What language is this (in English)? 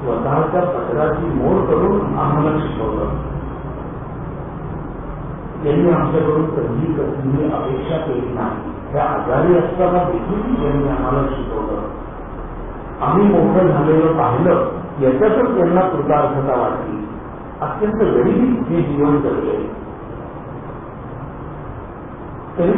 Marathi